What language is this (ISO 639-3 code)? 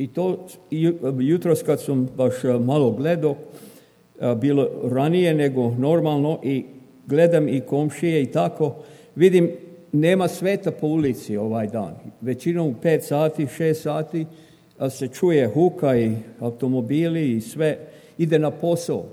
srp